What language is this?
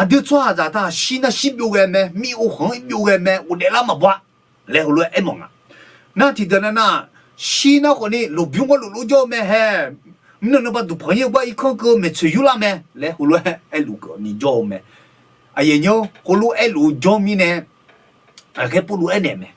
Akha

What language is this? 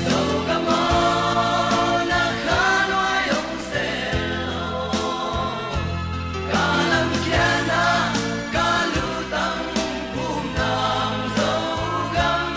Tedim Chin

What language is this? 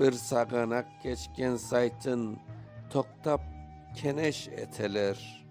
Crimean Tatar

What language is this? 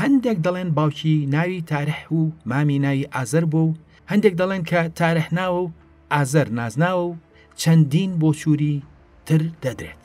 Central Kurdish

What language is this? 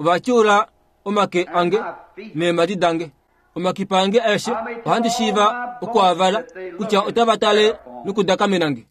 Kuanyama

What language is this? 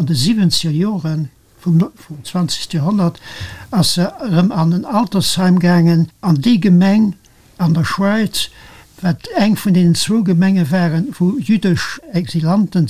Luxembourgish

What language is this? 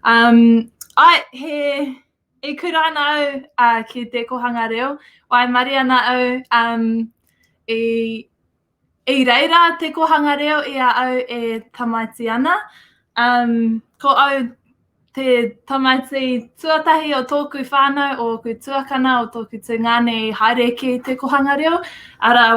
Māori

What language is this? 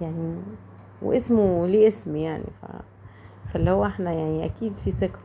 Egyptian Arabic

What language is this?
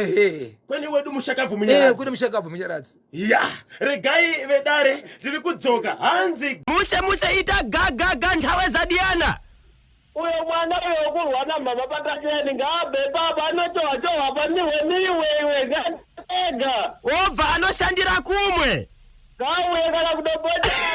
Shona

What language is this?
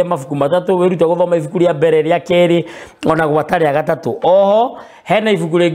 Kikuyu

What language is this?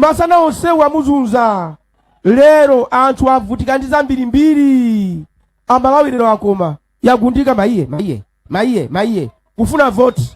Nyanja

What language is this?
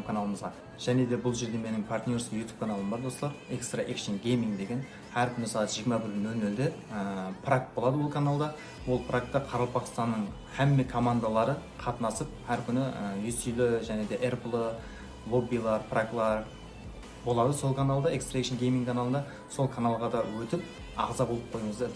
Kara-Kalpak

